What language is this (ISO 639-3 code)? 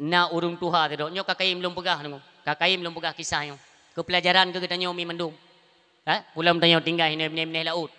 ace